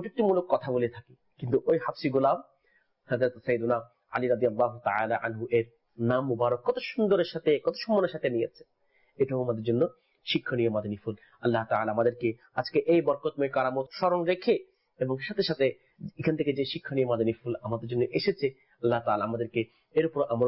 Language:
Bangla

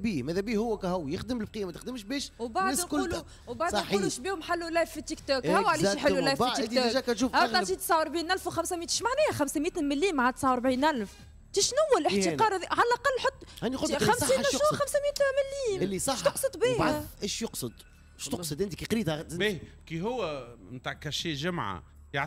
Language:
Tunisian Arabic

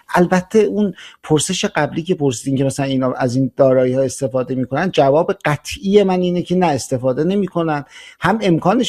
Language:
Persian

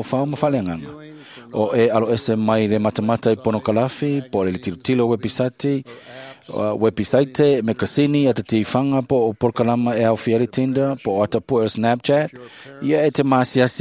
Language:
Samoan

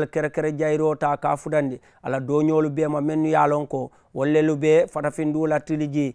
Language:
Mandingo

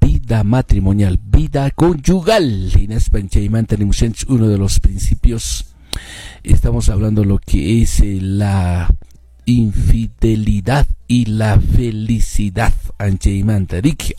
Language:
Quechua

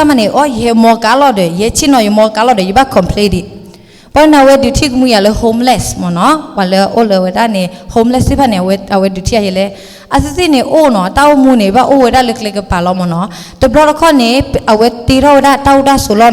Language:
S'gaw Karen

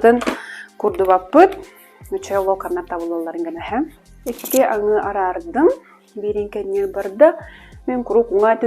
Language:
Yakut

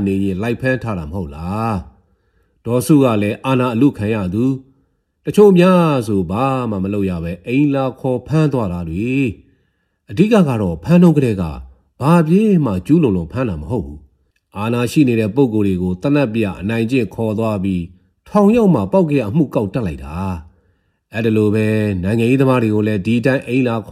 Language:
Burmese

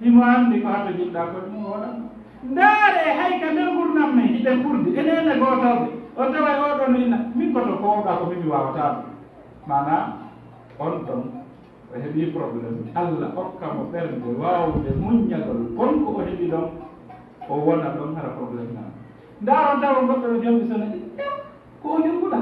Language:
Fula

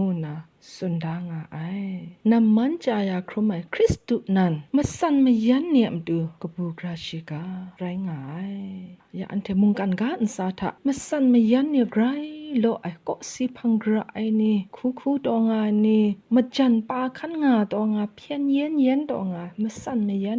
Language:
Kachin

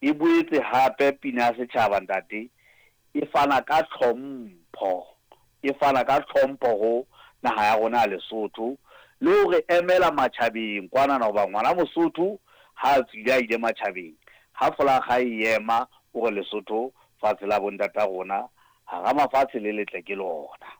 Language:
Southern Sotho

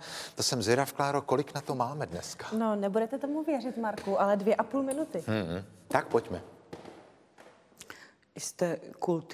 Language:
Czech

